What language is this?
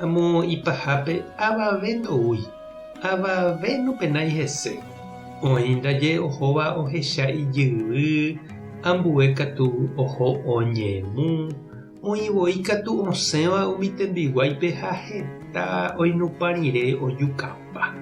Guarani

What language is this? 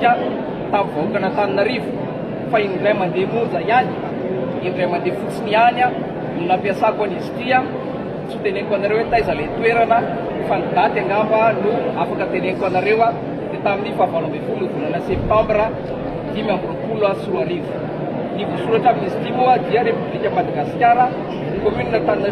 Malagasy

